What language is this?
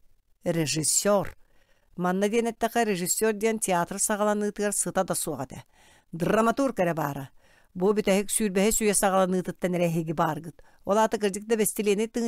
Yakut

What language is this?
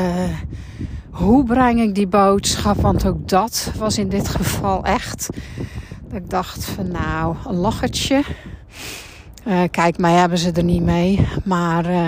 Dutch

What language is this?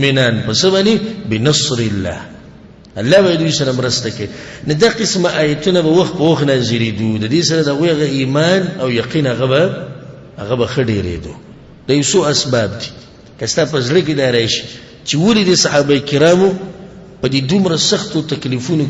Pashto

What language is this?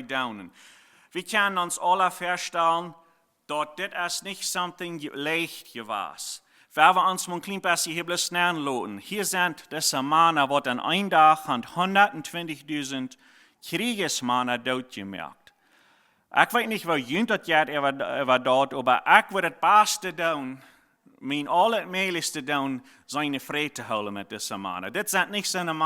Plautdietsch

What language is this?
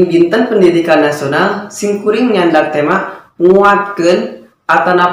Sundanese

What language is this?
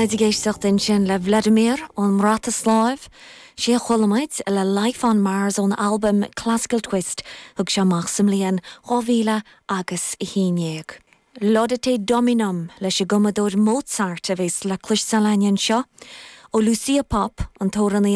Irish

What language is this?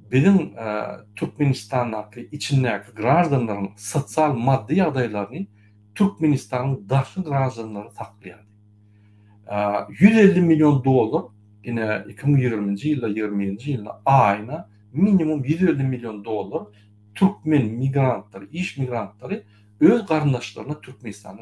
Turkmen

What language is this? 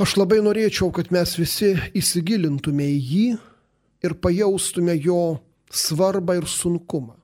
Lithuanian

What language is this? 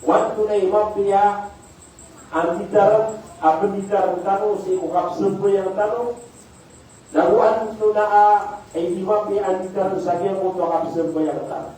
Maranao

